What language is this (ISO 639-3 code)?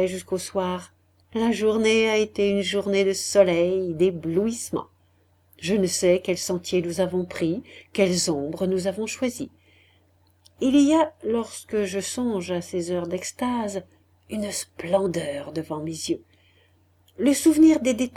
fra